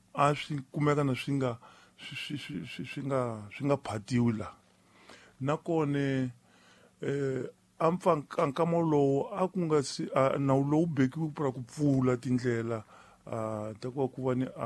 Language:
Tsonga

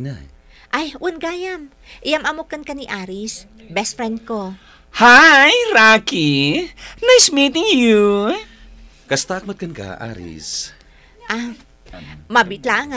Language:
Iloko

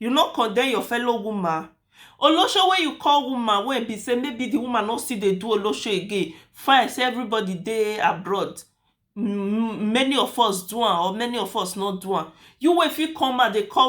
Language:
Nigerian Pidgin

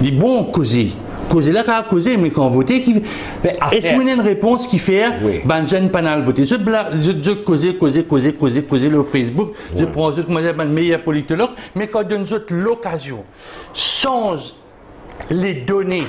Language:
Morisyen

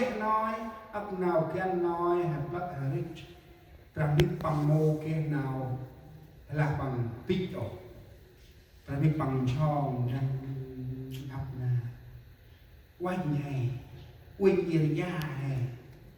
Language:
Central Mnong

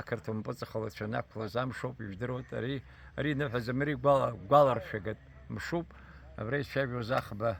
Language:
Abkhazian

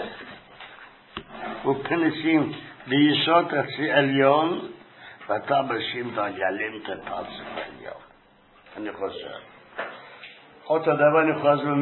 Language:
Hebrew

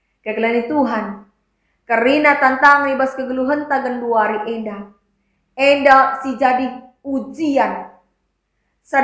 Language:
Batak Karo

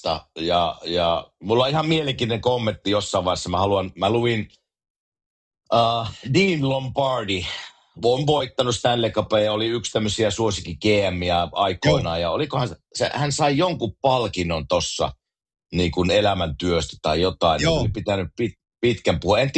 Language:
Finnish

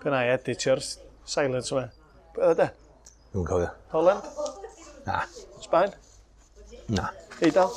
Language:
Welsh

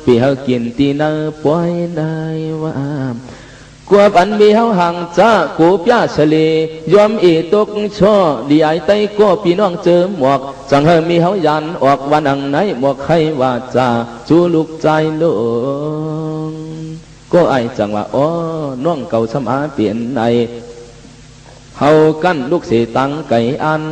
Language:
Shan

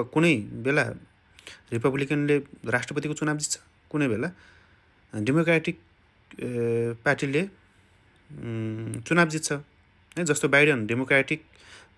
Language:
Nepali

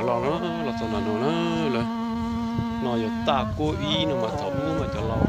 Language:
Hmong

